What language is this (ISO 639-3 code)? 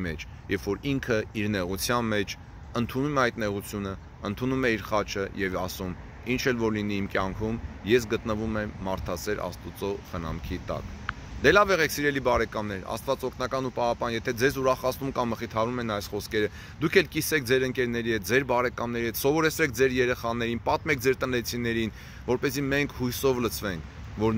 hye